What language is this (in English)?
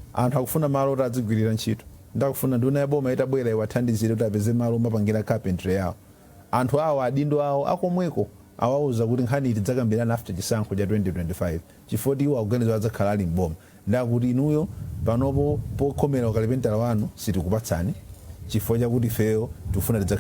Nyanja